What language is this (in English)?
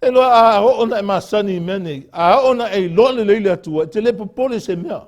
Samoan